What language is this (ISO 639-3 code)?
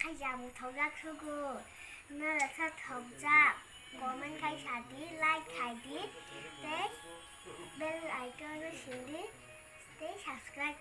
trp